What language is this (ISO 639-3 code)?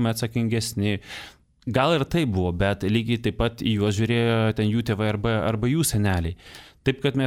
lit